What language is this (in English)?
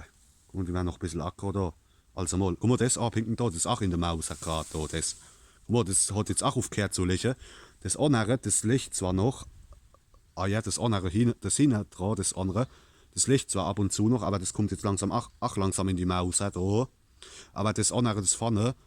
Palatine German